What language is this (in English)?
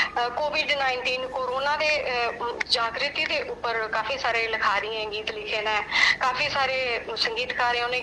Dogri